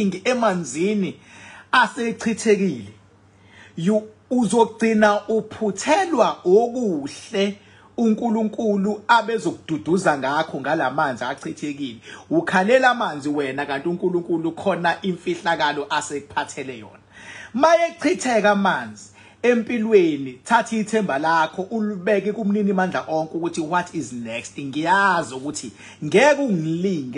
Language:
Zulu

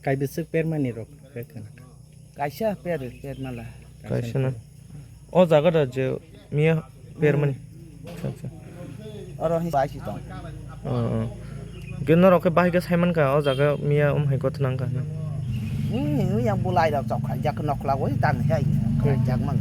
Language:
Kok Borok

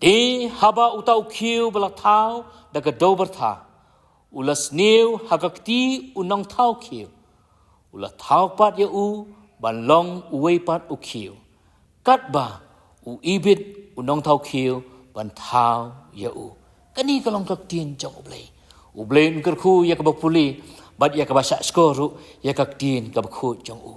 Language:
Khasi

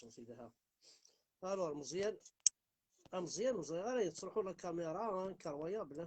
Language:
Kabyle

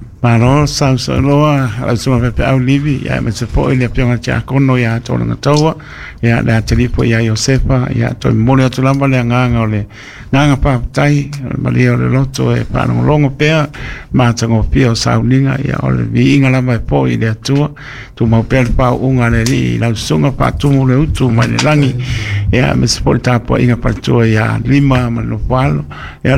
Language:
Samoan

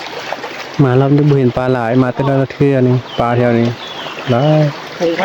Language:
Northeastern Thai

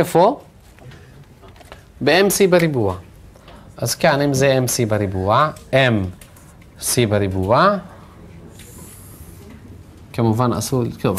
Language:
Hebrew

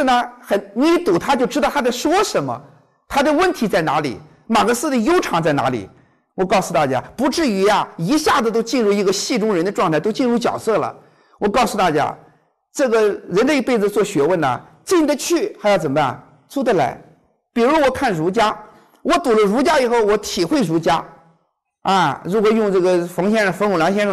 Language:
Chinese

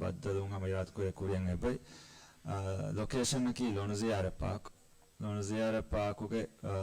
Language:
Divehi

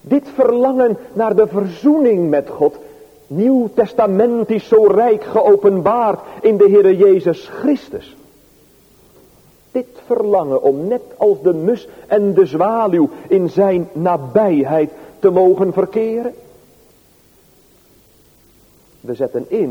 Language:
Dutch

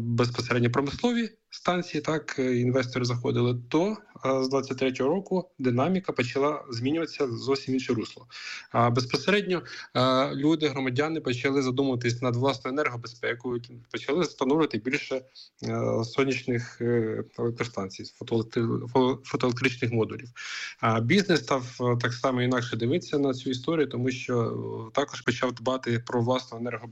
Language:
Ukrainian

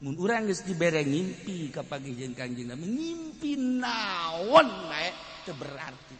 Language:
Sundanese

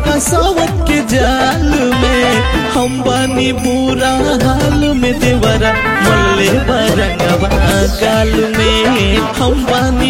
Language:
Bhojpuri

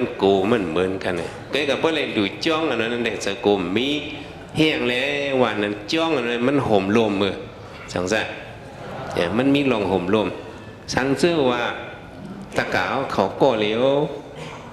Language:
Shan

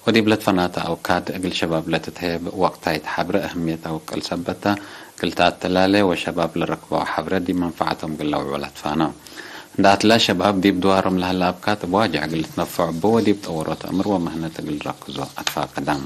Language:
Tigre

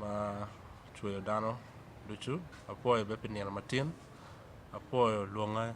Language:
Acoli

